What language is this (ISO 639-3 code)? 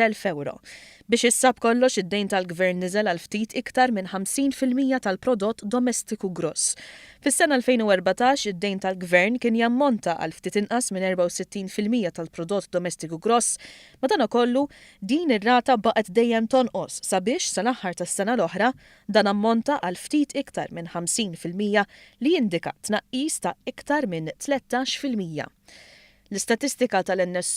mlt